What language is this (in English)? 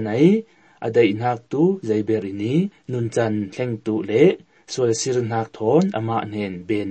Hakha Chin